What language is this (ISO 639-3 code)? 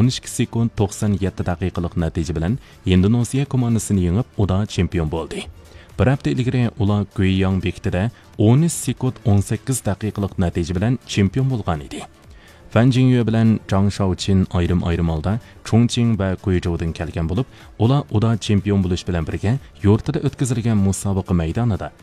uig